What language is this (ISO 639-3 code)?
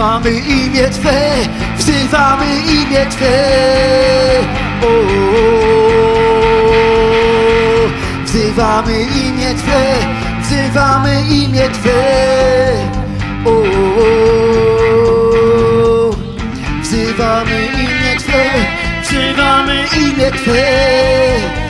pol